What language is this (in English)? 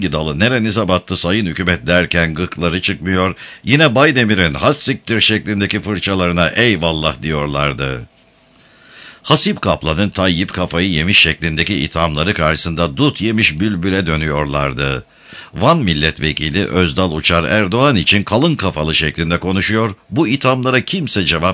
Turkish